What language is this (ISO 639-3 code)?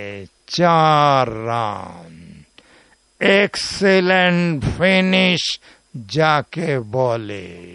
ben